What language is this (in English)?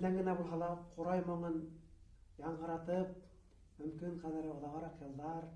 Bashkir